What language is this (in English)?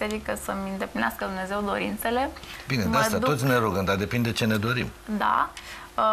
Romanian